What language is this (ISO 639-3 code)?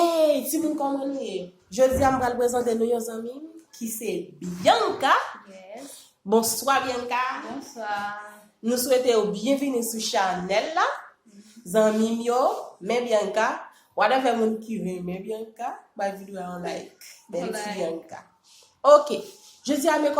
hat